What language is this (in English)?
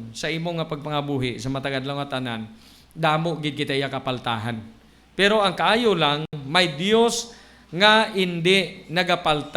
Hiligaynon